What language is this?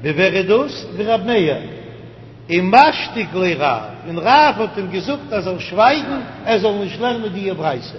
Yiddish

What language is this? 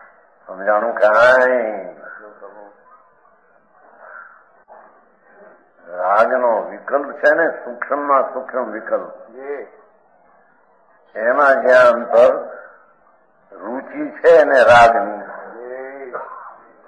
Gujarati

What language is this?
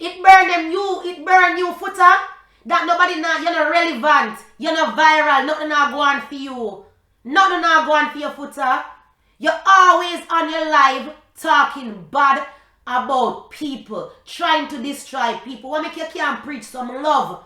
Jamaican Creole English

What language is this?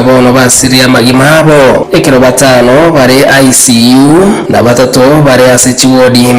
Gusii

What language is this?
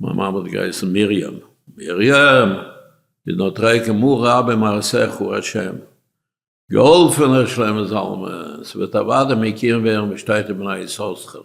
Yiddish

